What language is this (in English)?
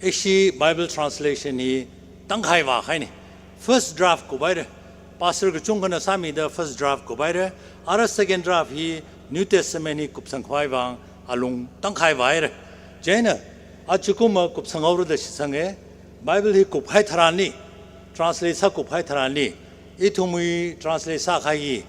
Tangkhul Naga (India)